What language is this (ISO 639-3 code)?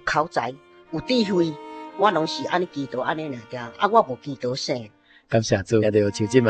nan